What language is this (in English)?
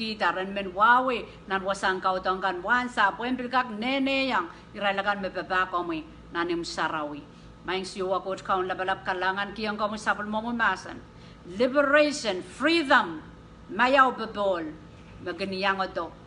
Pohnpeian